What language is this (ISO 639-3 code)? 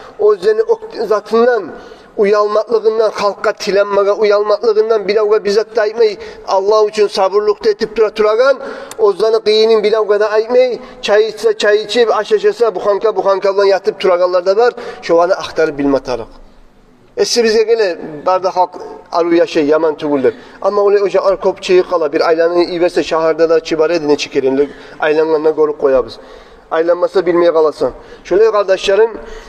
kum